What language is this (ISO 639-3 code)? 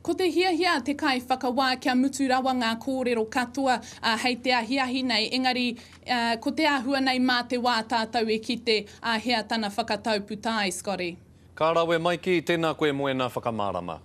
mri